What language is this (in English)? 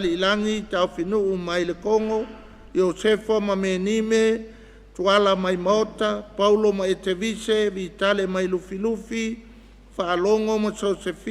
Samoan